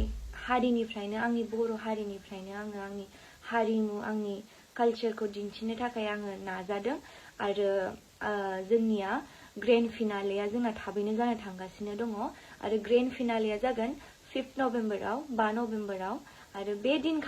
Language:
Bodo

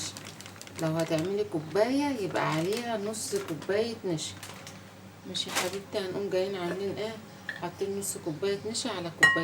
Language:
Egyptian Arabic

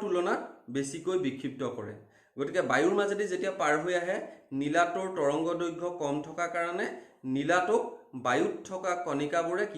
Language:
Assamese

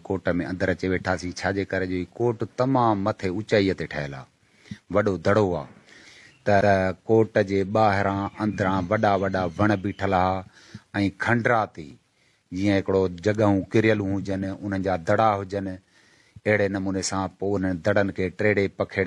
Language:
Sindhi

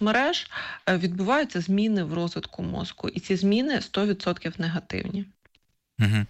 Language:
Ukrainian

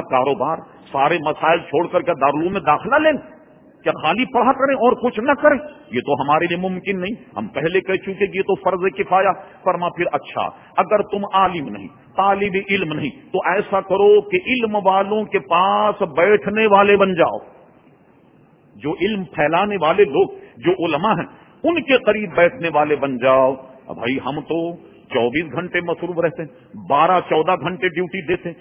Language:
Urdu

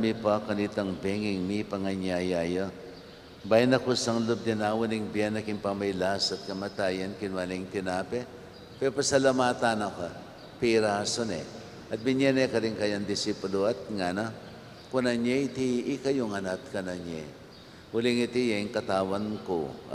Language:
Pampanga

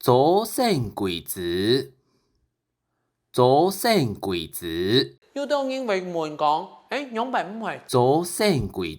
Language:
Hakka Chinese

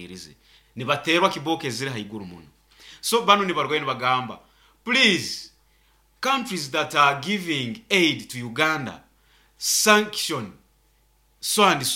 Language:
Nyoro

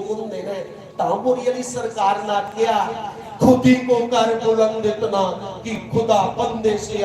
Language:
Dogri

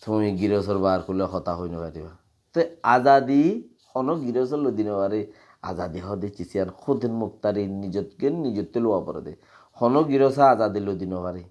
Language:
Rohingya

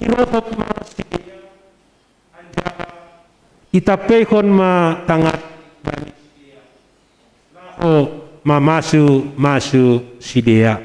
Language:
Batak Simalungun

